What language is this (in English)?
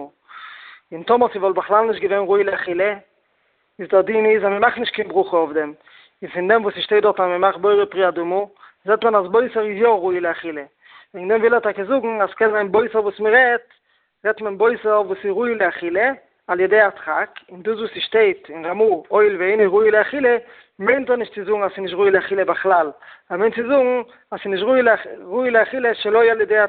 Yiddish